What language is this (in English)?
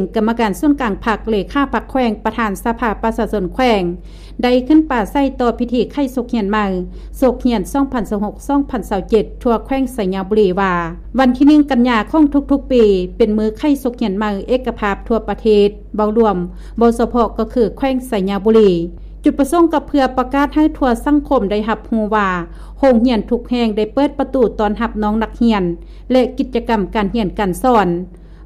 Lao